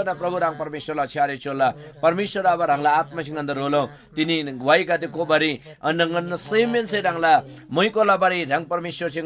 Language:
Eastern Tamang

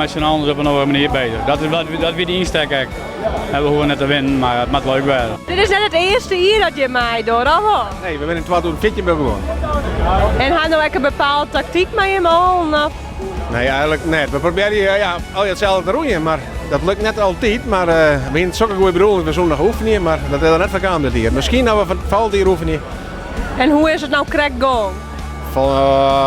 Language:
Western Frisian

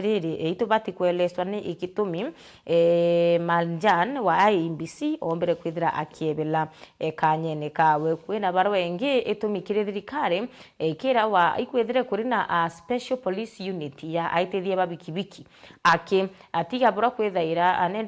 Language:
Meru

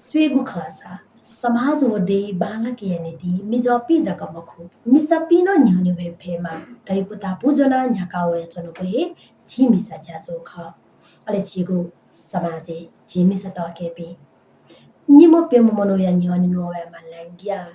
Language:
Newari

